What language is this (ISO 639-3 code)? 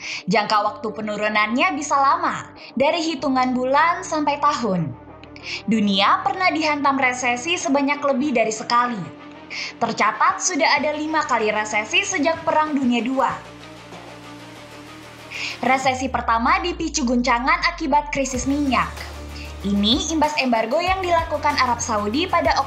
ind